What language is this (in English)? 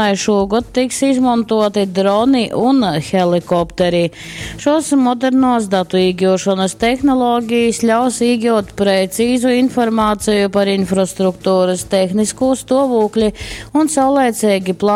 Latgalian